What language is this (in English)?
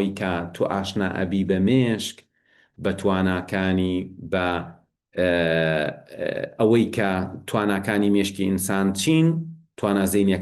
Central Kurdish